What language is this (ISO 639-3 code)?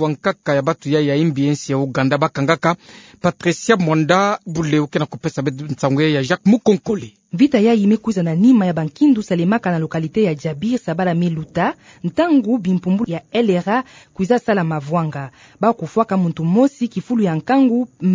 ktu